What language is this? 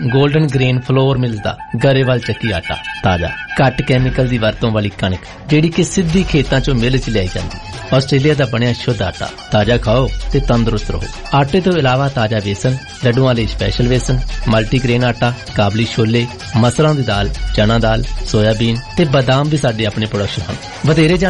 Punjabi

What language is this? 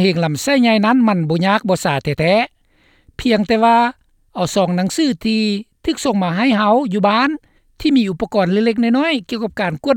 Lao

